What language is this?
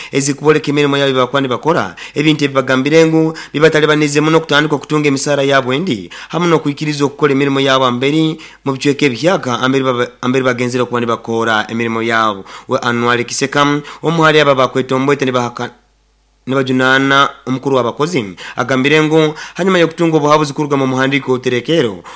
Nyoro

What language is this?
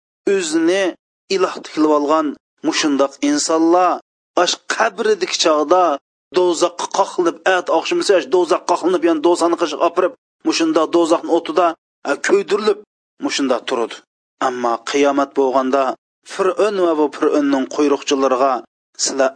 Uyghur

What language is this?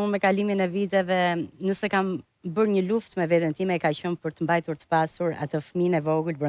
Albanian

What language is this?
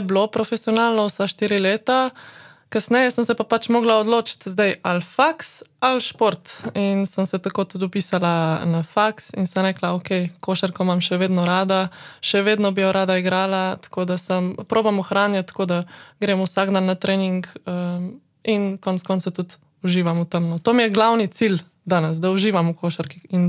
Slovenian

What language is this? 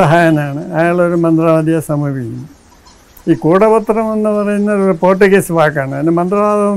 Malayalam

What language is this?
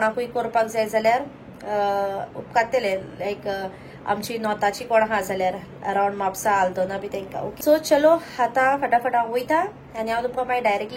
Konkani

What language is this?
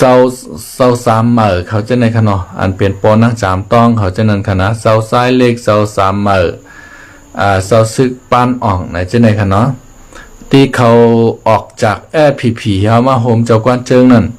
Shan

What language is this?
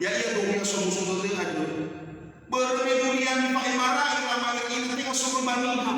Nias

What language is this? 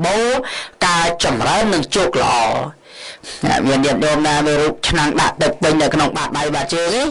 Khmer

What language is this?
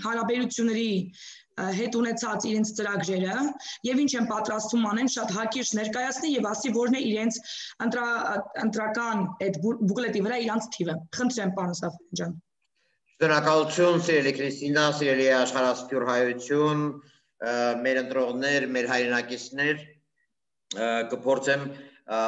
Armenian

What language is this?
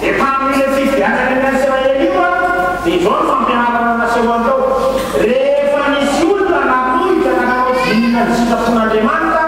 Malagasy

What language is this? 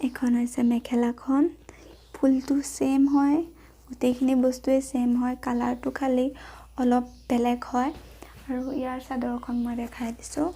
Assamese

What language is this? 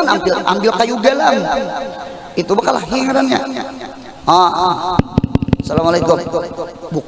Banjar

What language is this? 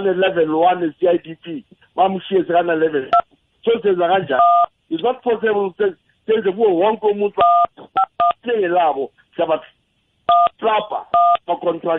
South Ndebele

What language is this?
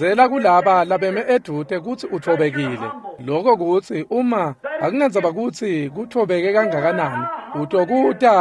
Swati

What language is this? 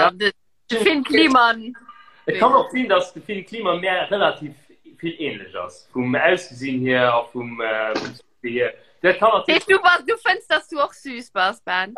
Luxembourgish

